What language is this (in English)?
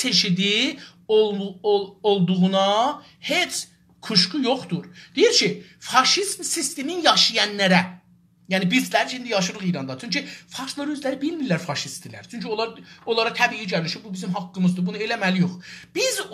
South Azerbaijani